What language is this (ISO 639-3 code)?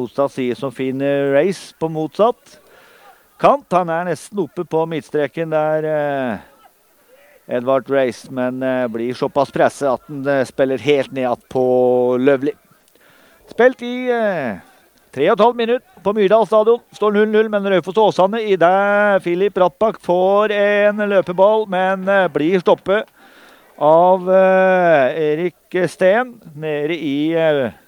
nor